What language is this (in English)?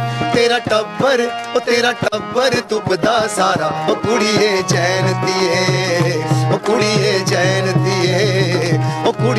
Dogri